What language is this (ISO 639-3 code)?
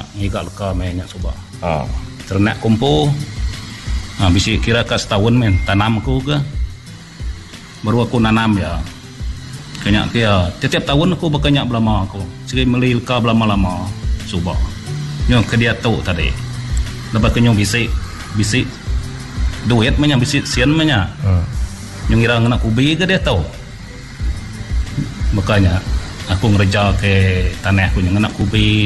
iba